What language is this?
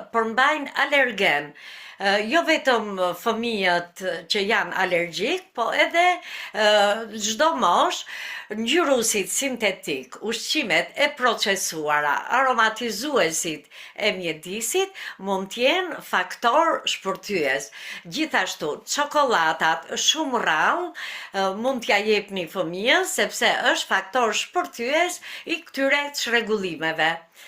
Albanian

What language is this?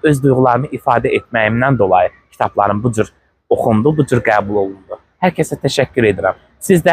Azerbaijani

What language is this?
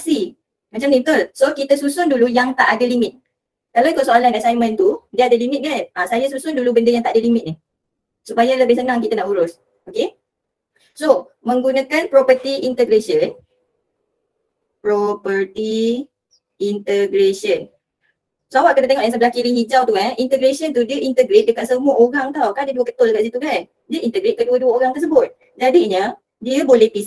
Malay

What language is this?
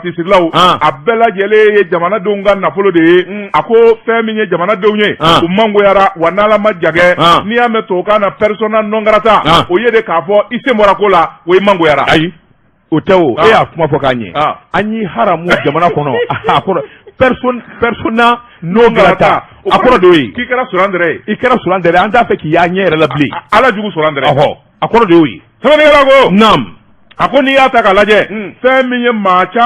Bambara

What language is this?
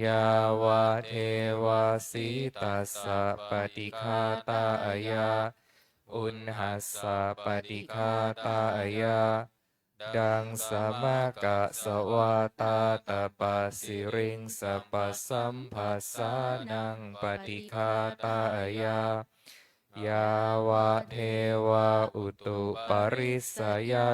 Pali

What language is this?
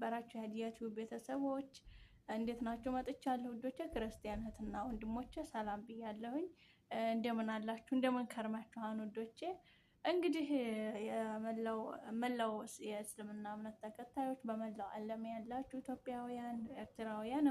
Amharic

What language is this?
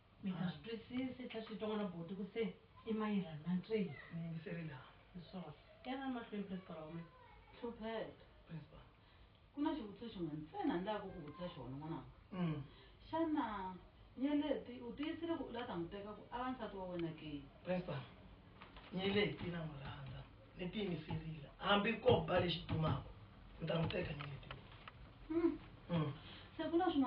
Tsonga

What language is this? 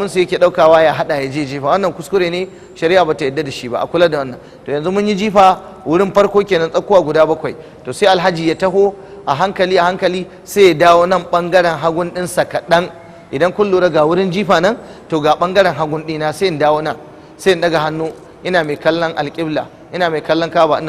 Hausa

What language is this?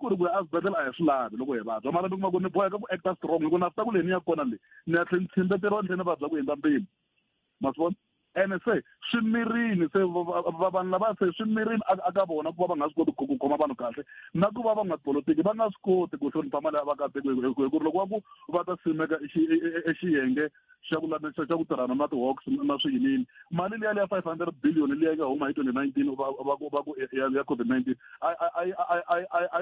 Tsonga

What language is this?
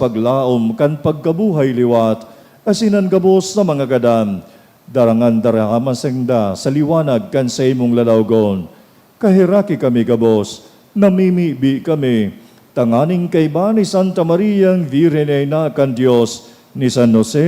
Bikol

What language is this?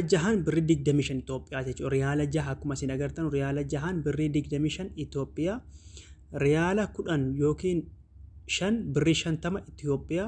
Oromo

